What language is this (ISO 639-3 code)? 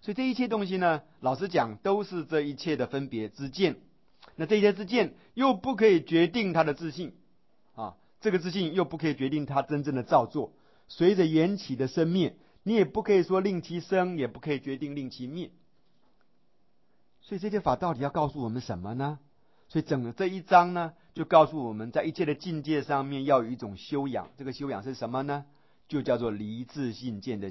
zho